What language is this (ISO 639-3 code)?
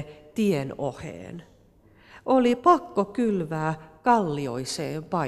fin